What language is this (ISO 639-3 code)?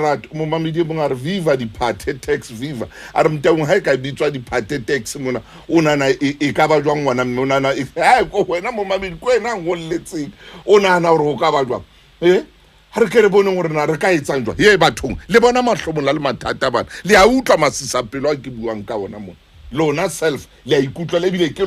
sot